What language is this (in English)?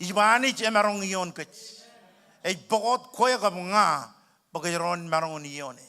Marshallese